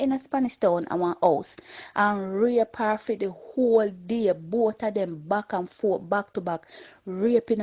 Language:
Jamaican Creole English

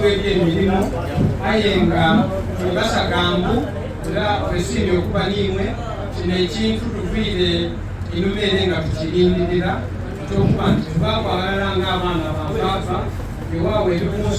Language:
Soga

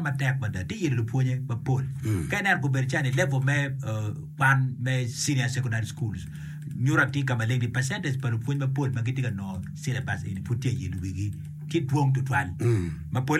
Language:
Acoli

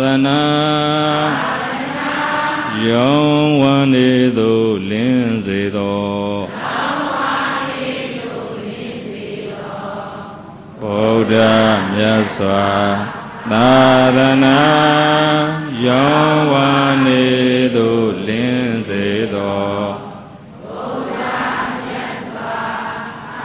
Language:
Burmese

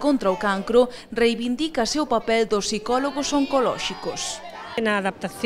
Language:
Galician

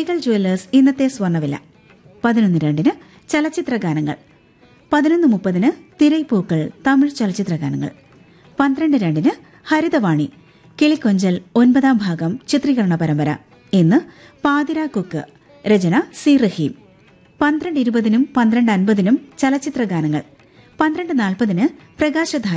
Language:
Malayalam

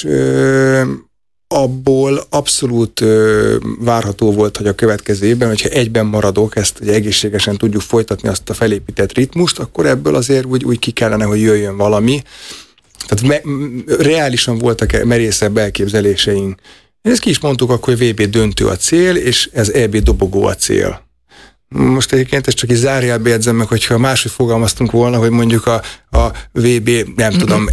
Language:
Hungarian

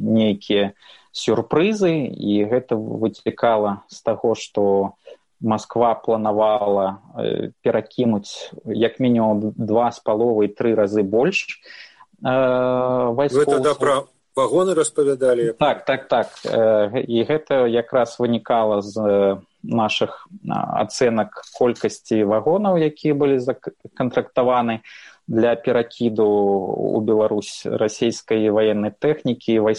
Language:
Belarusian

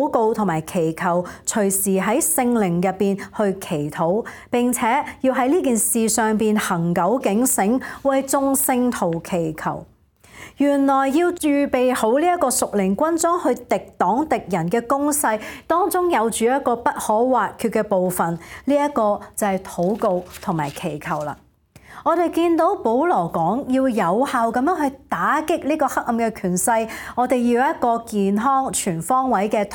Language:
Cantonese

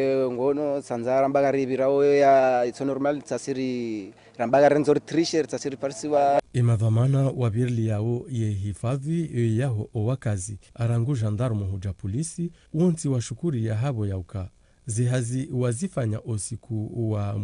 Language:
Ngazidja Comorian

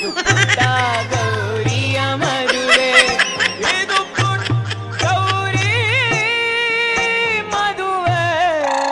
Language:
Kannada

